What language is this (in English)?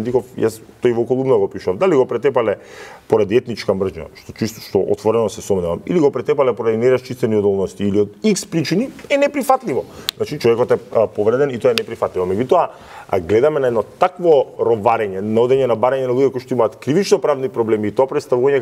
Macedonian